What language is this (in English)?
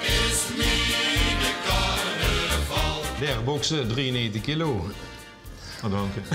Limburgish